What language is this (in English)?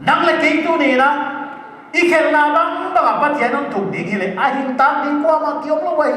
Paite Chin